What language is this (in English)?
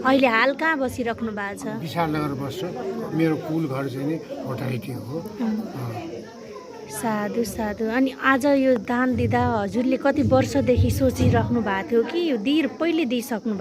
Nepali